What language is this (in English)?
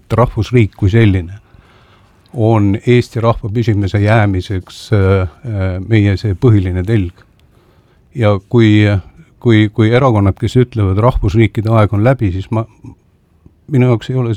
Estonian